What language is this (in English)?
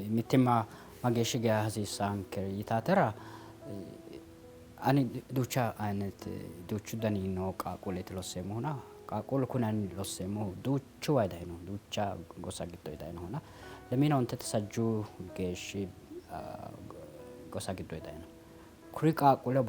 Sidamo